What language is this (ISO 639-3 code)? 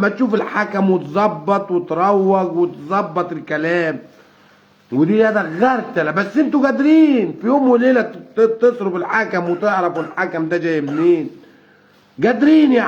arz